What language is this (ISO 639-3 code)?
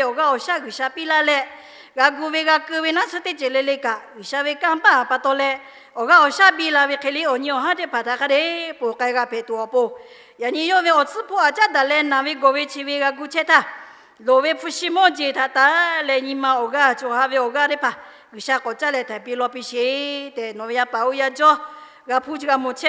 lhu